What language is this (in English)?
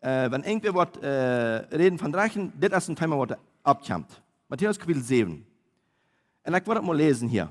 Plautdietsch